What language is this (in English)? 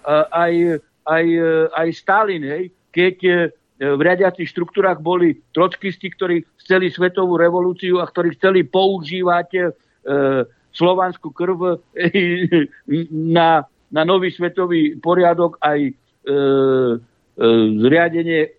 Slovak